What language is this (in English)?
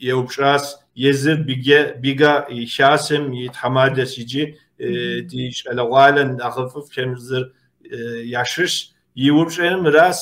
Kabardian